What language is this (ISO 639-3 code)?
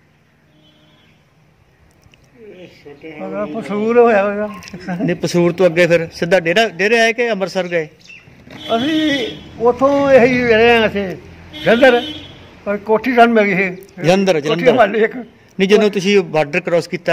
pan